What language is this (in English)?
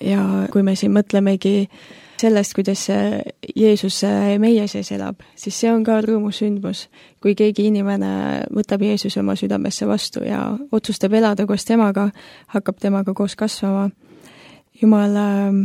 Estonian